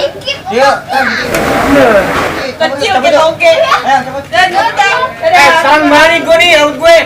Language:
Betawi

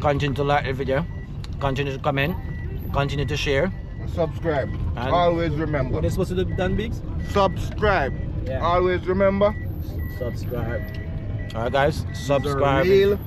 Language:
Jamaican Creole English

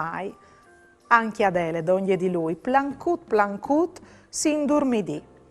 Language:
Friulian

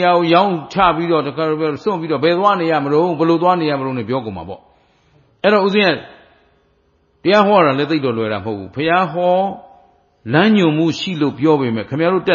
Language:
Burmese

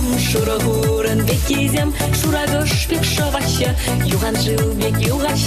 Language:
Chuvash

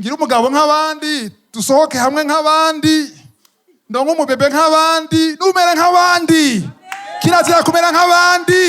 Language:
Rundi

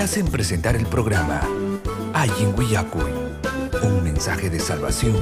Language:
Ayacucho Quechua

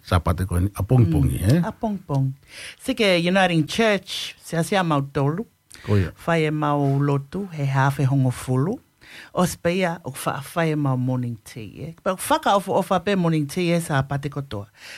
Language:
Tongan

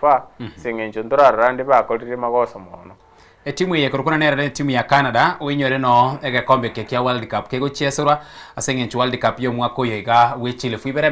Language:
Gusii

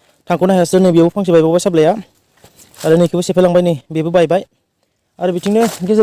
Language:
Bodo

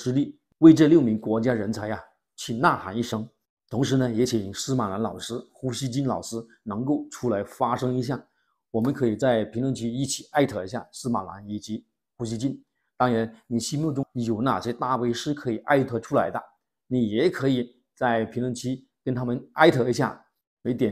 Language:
Chinese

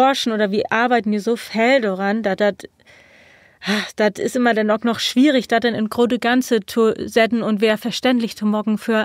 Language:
Low German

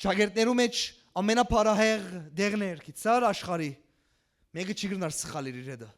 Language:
Western Armenian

